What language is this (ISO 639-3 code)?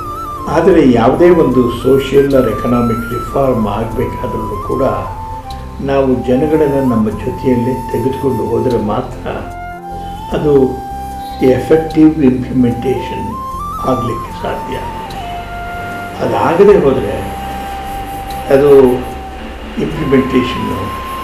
kan